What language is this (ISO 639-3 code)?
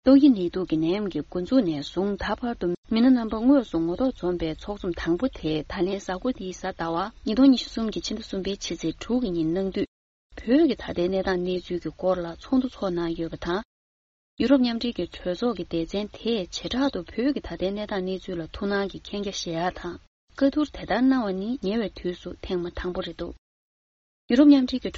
bod